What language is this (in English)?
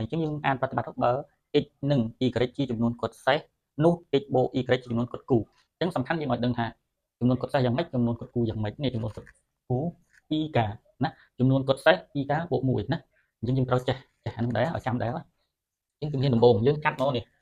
Khmer